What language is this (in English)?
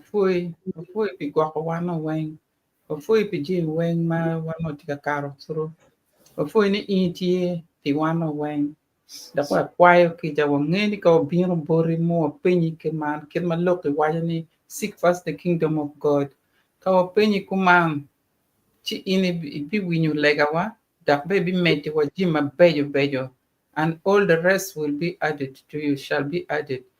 Acoli